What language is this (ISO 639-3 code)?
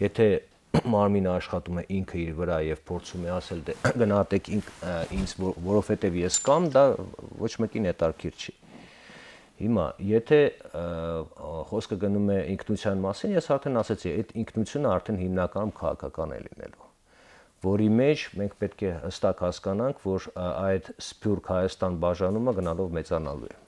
hye